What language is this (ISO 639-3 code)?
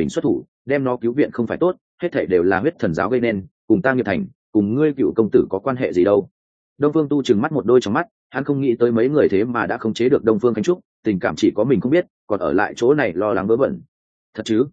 vie